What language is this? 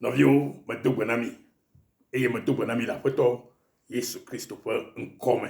Ewe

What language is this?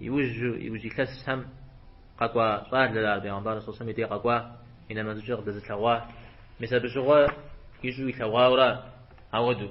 Kabardian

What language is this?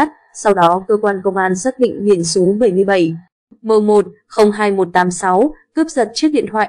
Vietnamese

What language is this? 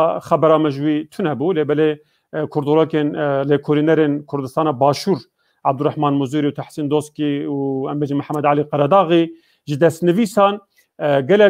Kurdish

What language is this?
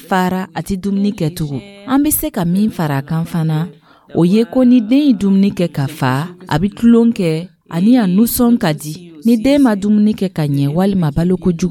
Dyula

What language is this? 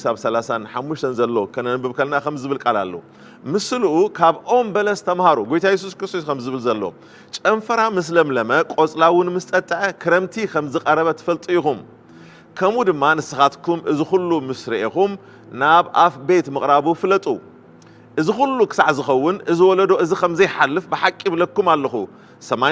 Tigrinya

